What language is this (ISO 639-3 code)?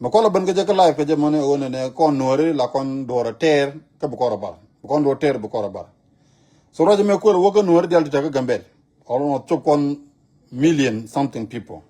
nus